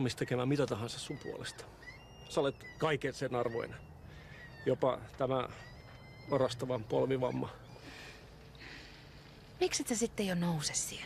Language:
Finnish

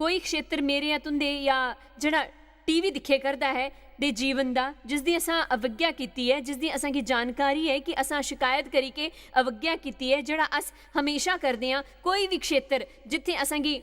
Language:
Dogri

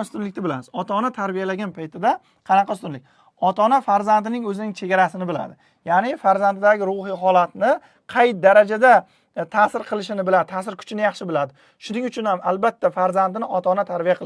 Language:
Uzbek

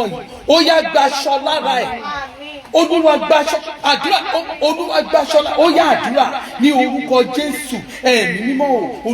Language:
Yoruba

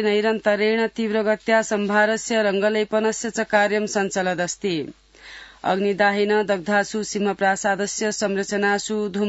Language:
Sanskrit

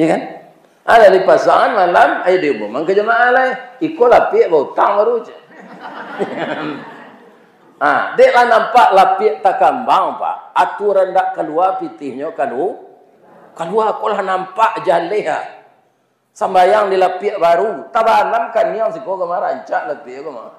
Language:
Minangkabau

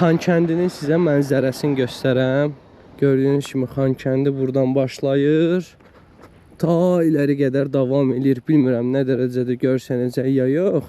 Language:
Azerbaijani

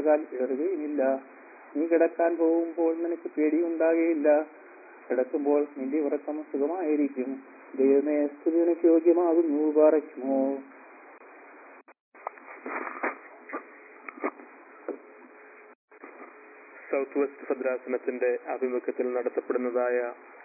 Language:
Malayalam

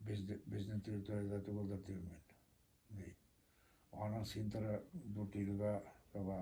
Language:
Bashkir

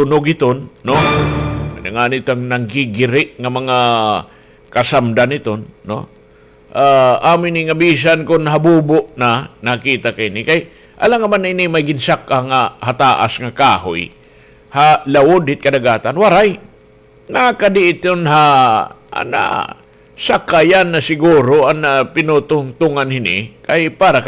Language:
Waray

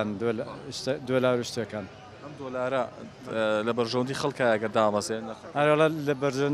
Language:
Central Kurdish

